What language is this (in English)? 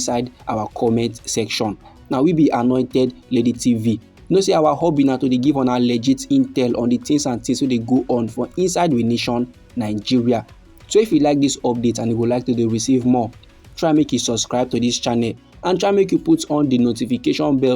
Nigerian Pidgin